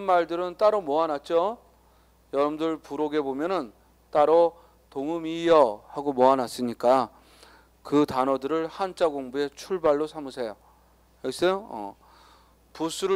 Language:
Korean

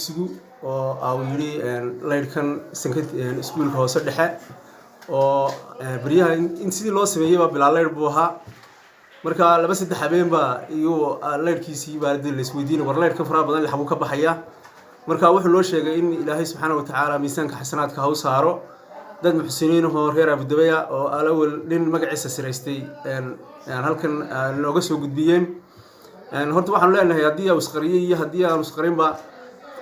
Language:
Somali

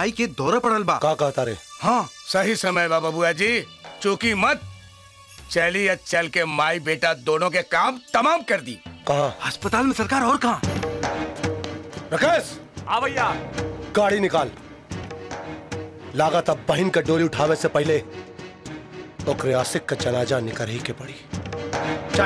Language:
Bhojpuri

